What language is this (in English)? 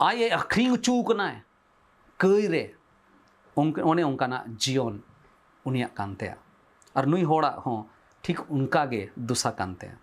Santali